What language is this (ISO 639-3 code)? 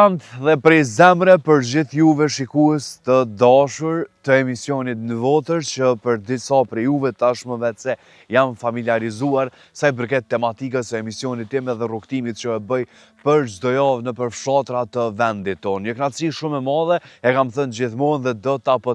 sqi